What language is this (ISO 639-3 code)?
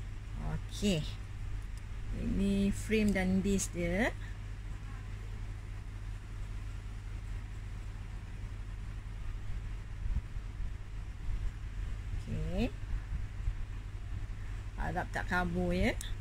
msa